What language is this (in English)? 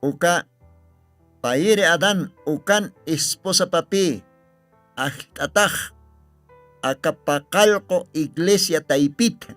Aymara